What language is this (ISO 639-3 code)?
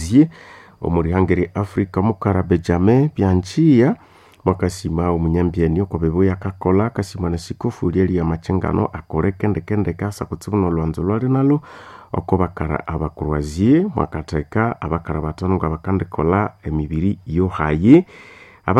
nnb